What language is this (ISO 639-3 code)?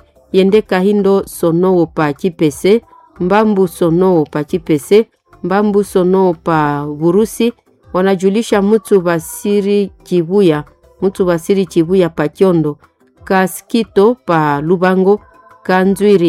swa